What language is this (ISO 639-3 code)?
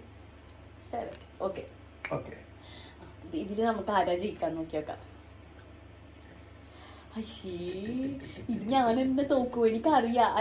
mal